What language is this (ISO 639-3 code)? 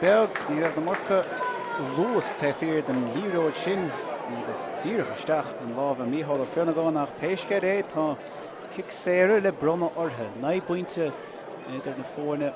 gle